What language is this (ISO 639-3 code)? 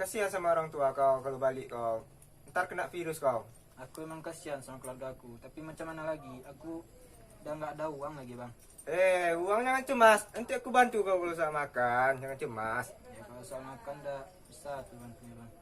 min